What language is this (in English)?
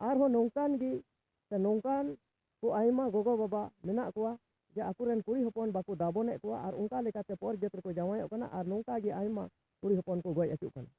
Santali